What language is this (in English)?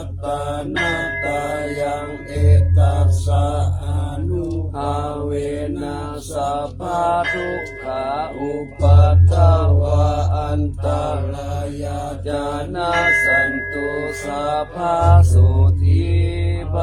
Pali